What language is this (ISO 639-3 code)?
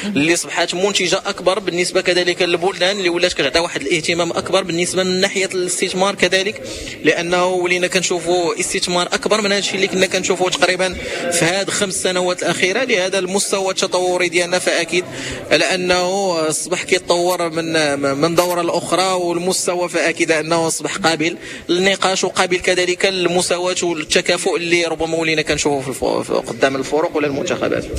ary